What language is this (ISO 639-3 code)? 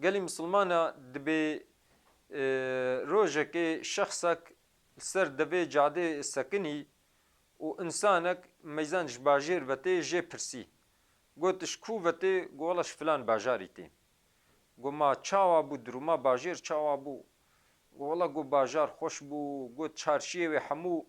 kur